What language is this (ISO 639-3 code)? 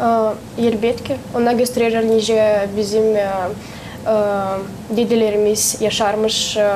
gag